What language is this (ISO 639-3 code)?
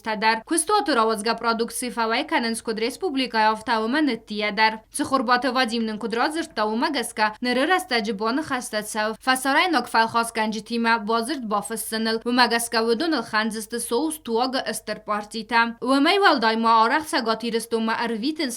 oss